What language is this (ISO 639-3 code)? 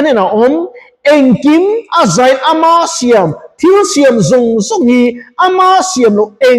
lus